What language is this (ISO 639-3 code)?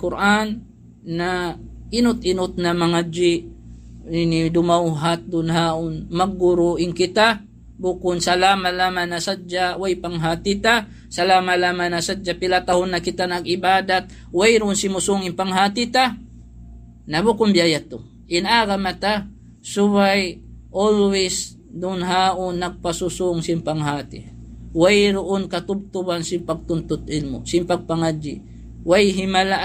tsg